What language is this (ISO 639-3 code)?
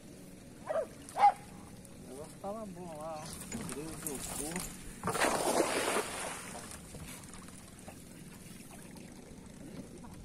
por